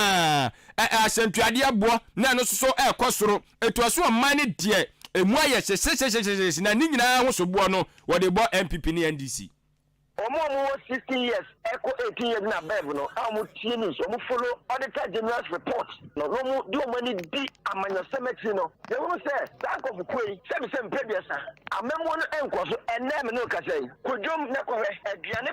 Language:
Akan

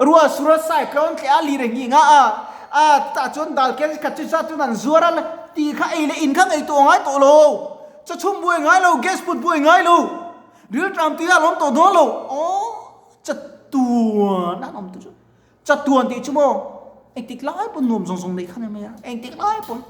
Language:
Mizo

